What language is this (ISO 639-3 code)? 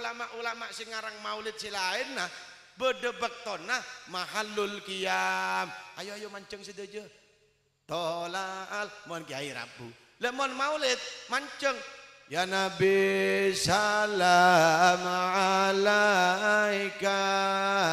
mad